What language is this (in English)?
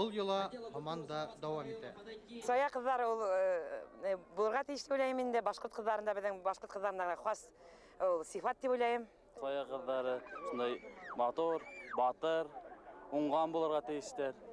Bashkir